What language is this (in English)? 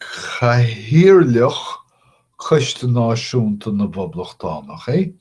Irish